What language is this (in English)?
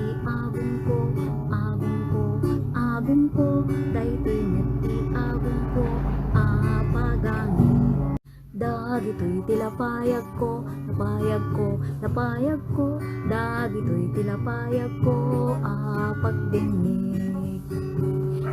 Iloko